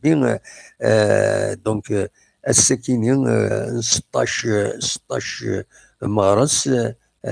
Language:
Kabyle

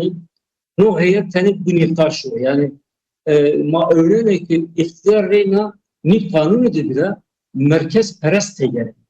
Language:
Zaza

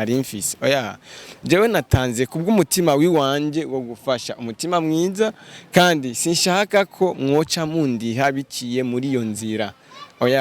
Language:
Rundi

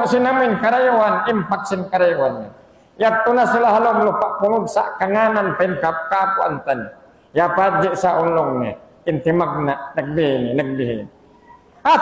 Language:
Tausug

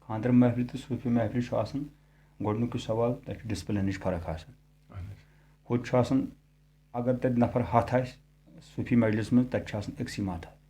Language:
Kashmiri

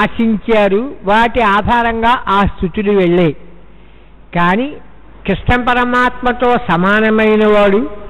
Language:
Telugu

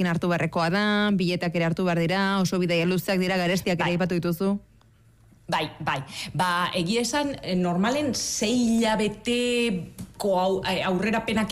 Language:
Basque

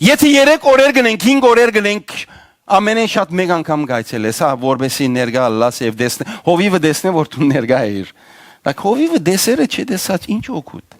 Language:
Western Armenian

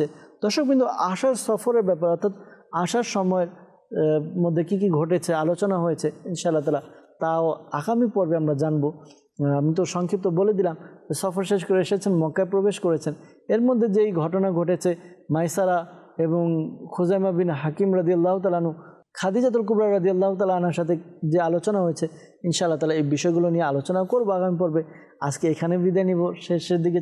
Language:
Bangla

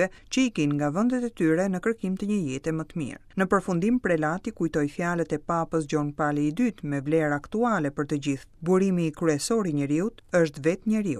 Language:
Albanian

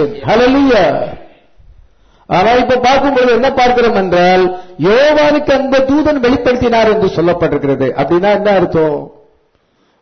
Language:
Tamil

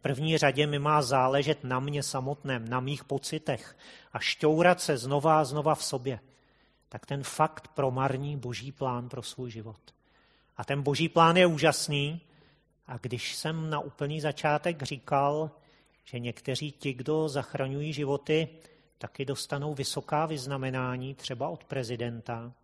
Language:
Czech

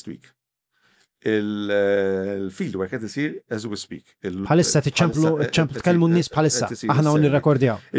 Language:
Maltese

